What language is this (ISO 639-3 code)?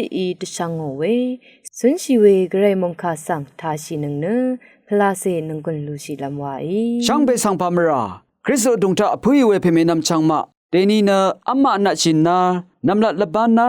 raw